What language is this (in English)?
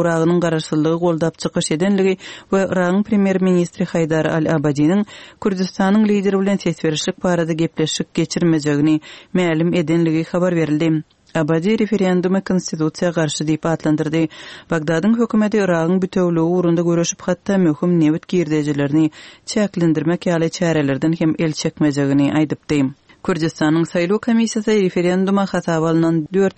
Turkmen